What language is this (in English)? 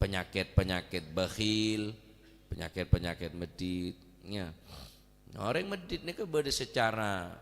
Madurese